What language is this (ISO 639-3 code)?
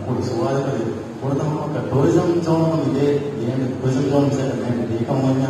div